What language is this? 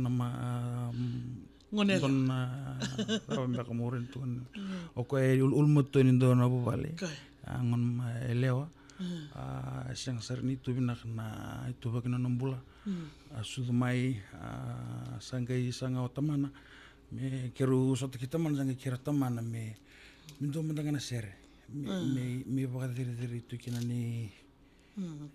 Fijian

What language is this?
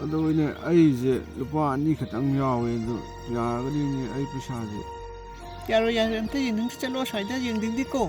Manipuri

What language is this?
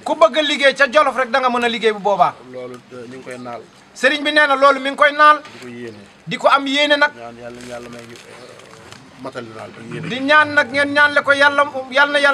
Wolof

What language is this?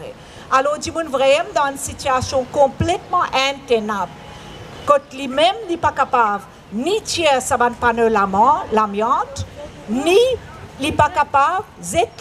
Morisyen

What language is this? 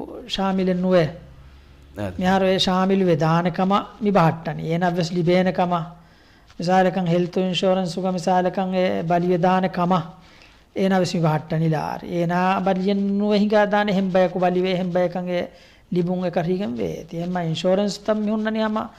Divehi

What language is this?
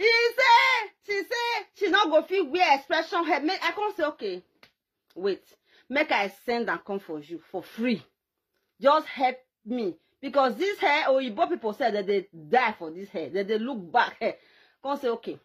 Nigerian Pidgin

